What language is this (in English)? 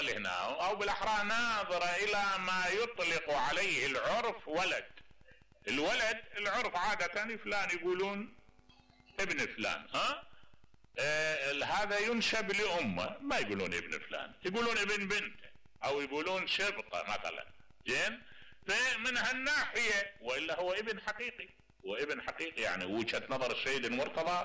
Mesopotamian Arabic